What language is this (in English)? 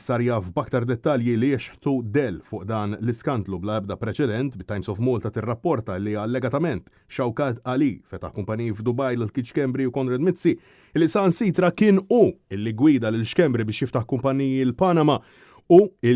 Maltese